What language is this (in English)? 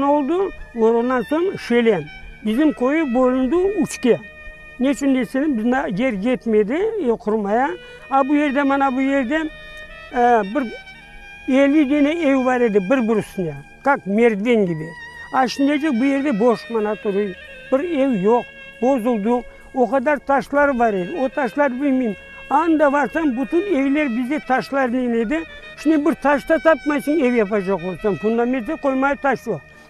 Crimean Tatar